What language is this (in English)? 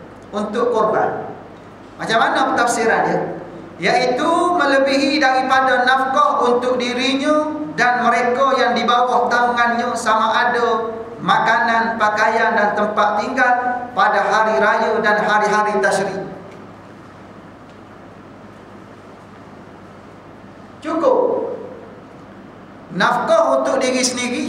Malay